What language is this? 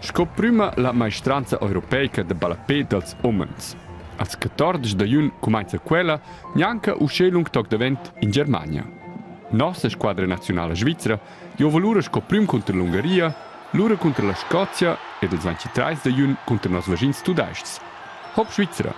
Romansh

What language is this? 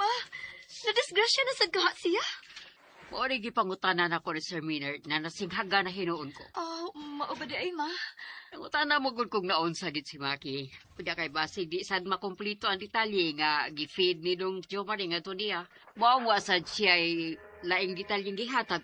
Cebuano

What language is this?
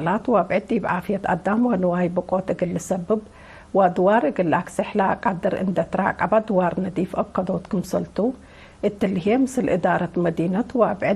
Tigre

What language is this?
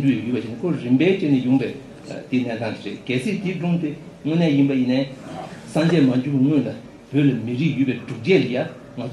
Tibetan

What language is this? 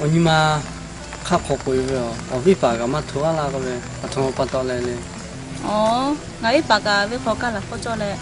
Lahu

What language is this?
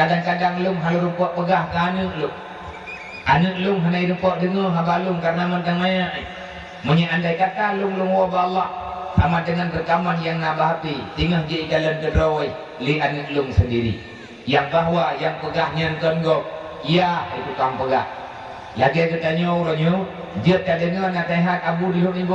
Achinese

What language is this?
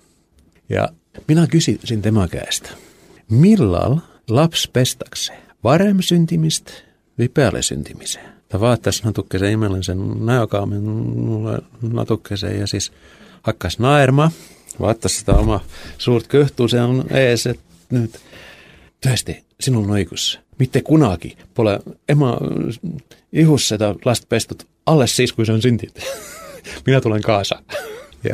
Estonian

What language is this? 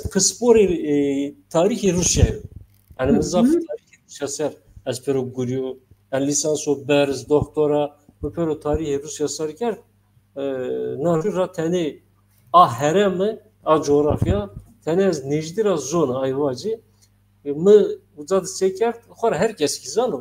Zaza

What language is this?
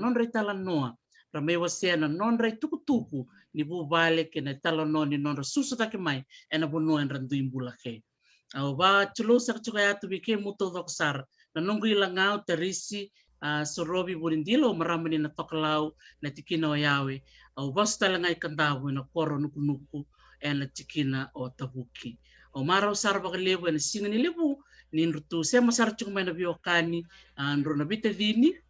Fijian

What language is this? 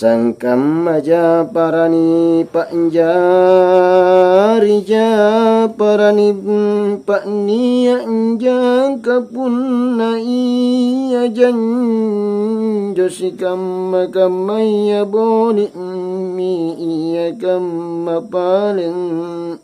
Makasar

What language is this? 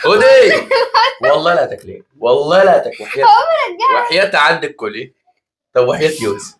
Egyptian Arabic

